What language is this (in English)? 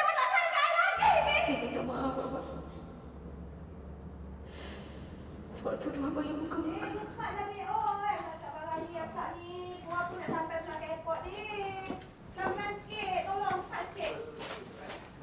Malay